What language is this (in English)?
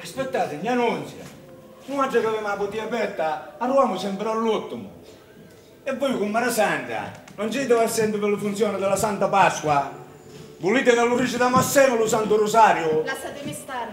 Sicilian